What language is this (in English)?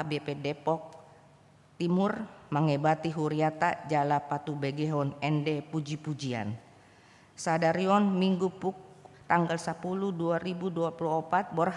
Batak Toba